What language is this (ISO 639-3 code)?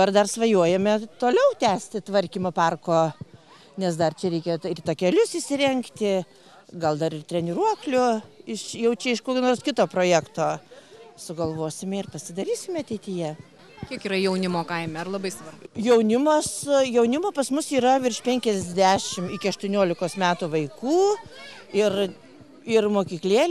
lit